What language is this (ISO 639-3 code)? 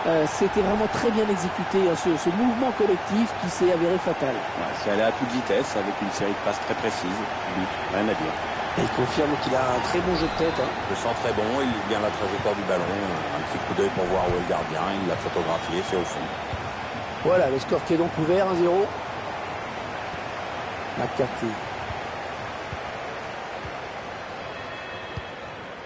fra